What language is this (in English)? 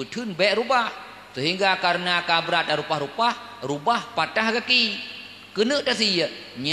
Achinese